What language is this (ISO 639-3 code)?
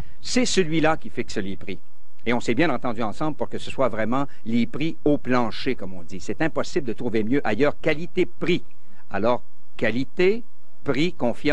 fra